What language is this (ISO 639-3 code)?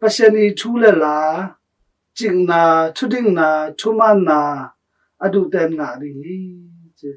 ctd